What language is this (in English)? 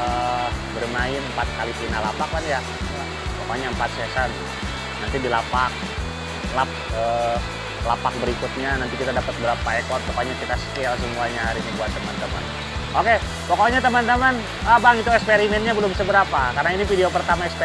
Indonesian